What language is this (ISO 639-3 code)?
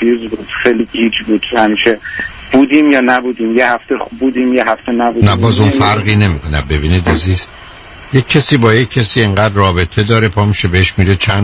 fas